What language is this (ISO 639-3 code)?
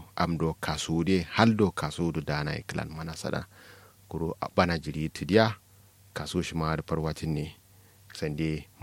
kau